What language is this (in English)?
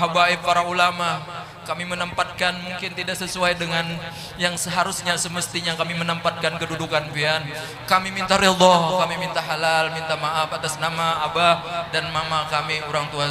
Banjar